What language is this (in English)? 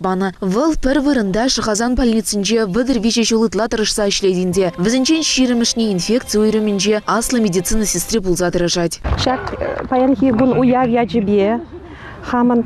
Chuvash